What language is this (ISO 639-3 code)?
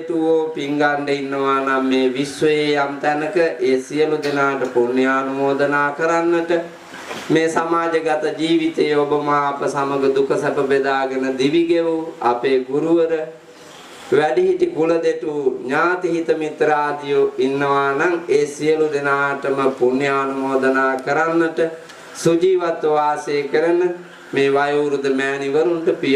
sin